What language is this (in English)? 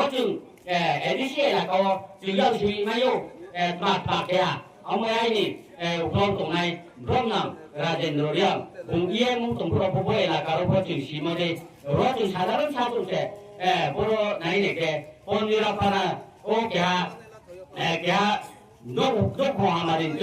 Riang (India)